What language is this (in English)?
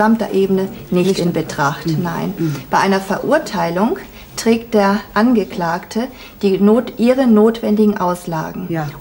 German